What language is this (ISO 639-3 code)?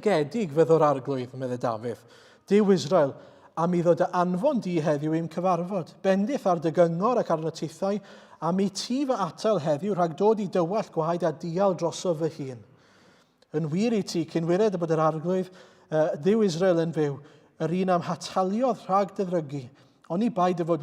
cym